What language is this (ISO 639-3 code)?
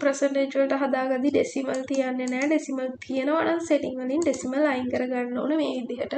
sin